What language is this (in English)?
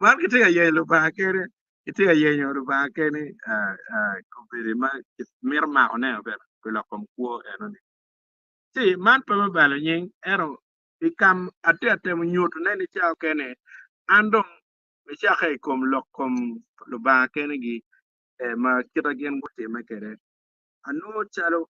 Acoli